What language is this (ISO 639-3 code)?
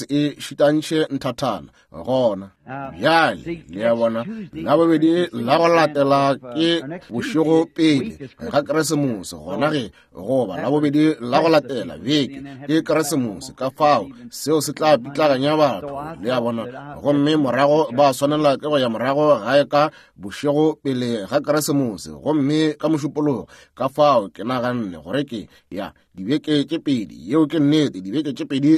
nso